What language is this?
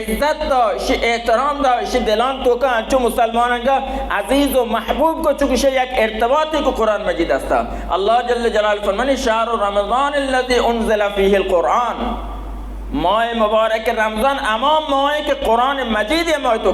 Baluchi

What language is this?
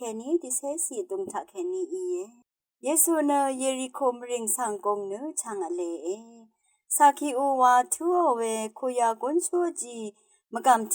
Rawang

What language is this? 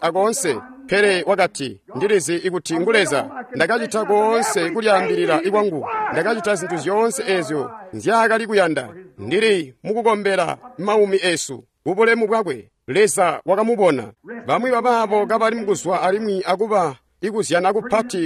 Tonga (Zambia)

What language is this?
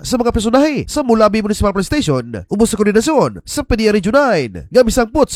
Cebuano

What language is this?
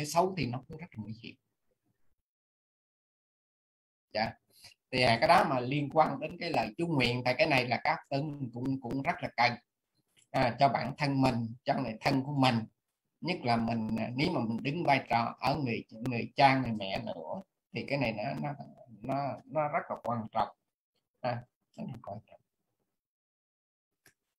Vietnamese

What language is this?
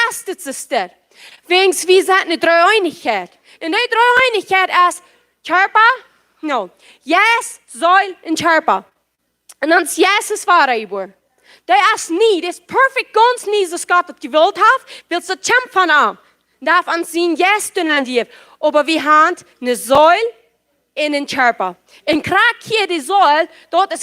Plautdietsch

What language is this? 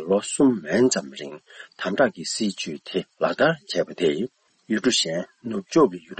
Tibetan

